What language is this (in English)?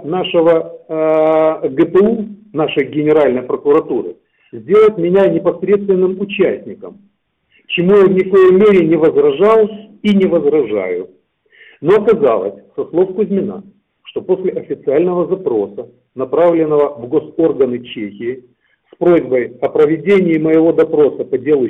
Russian